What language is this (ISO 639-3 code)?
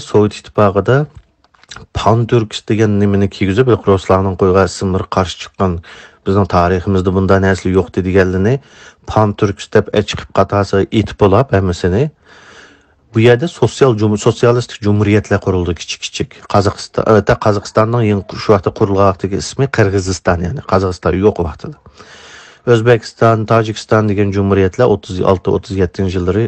uig